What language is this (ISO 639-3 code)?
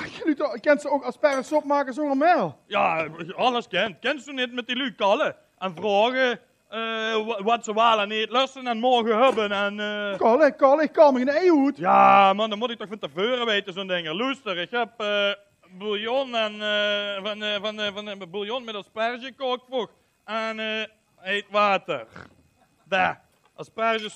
lim